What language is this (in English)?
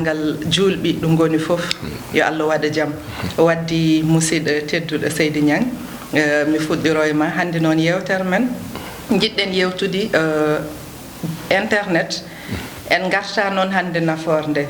Fula